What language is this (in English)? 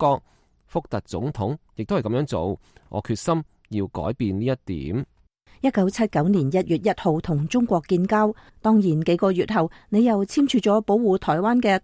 Cantonese